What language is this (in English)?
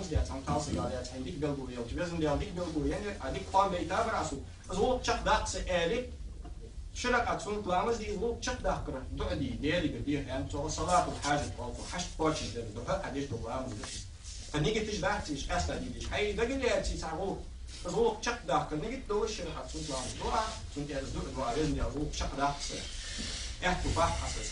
Ingush